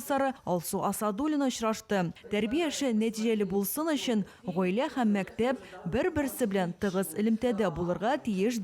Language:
Tatar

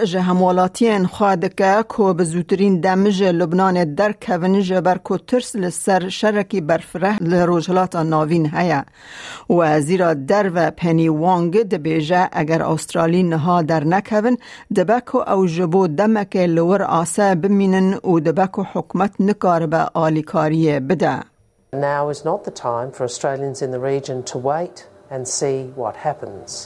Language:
Kurdish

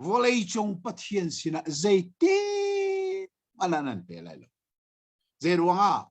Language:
Hakha Chin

